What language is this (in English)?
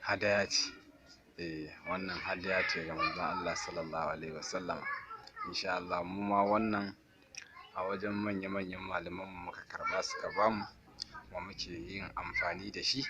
Hausa